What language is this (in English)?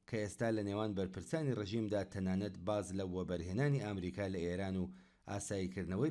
Central Kurdish